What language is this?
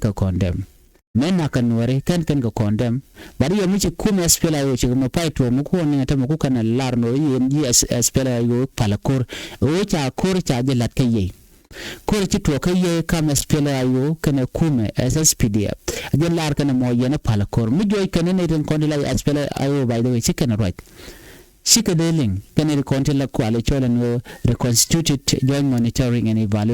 Nuer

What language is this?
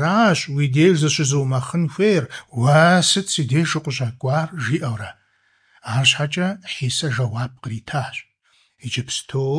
Kabardian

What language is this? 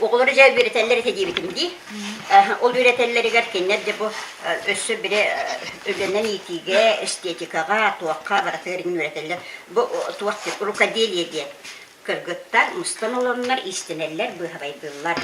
Yakut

